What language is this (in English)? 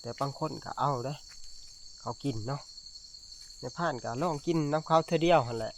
Northeastern Thai